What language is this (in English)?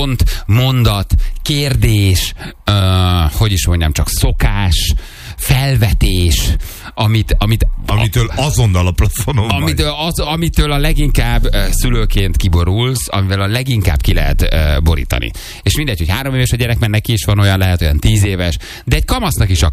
Hungarian